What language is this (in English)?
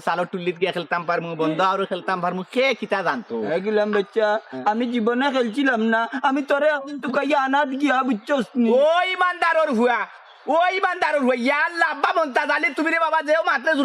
Sylheti